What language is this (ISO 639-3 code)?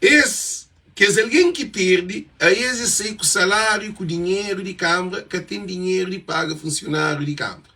kea